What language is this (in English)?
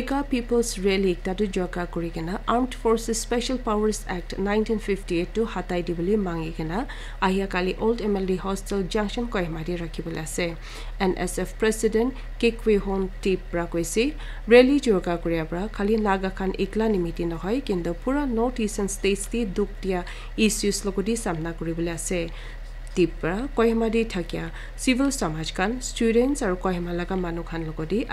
Naga Pidgin